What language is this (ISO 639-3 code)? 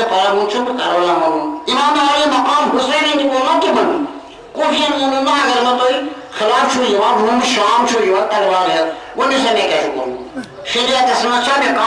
kas